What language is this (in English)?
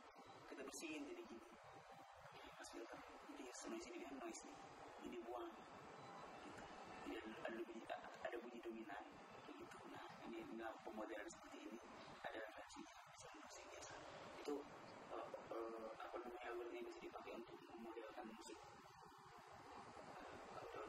Indonesian